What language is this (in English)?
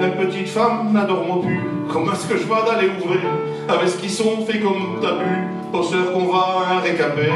Picard